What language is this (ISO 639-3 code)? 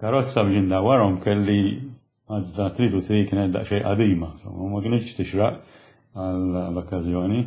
mlt